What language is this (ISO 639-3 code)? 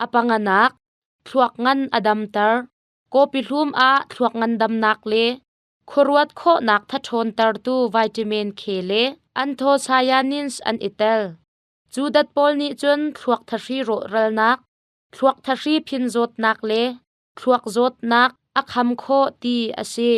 cnh